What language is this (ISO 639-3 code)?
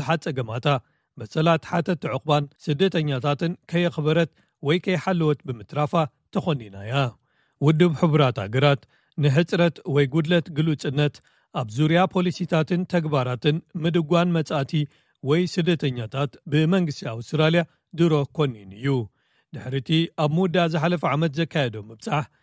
tir